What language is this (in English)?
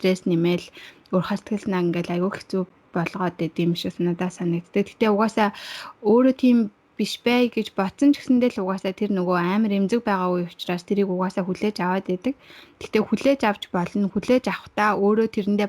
Mongolian